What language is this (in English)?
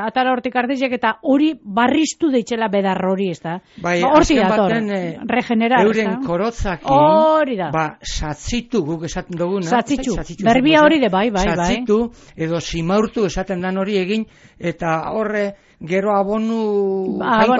Basque